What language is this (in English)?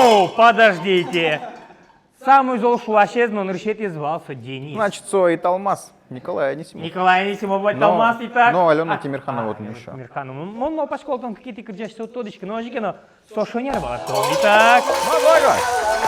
Udmurt